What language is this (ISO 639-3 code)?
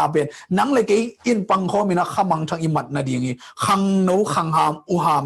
ctd